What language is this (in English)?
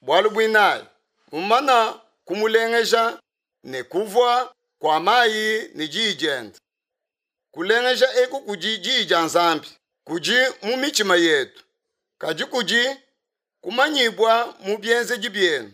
Luba-Lulua